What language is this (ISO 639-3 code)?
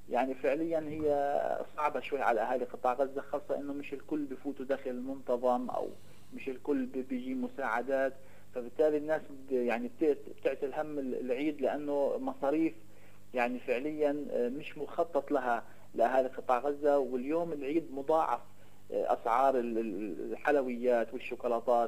ajp